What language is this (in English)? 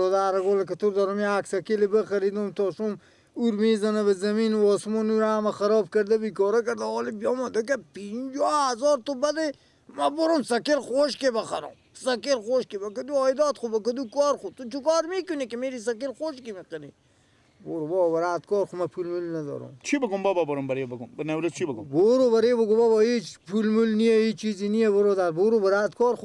Persian